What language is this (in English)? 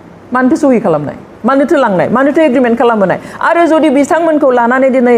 Bodo